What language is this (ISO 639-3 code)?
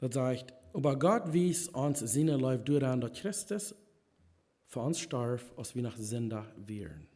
pdt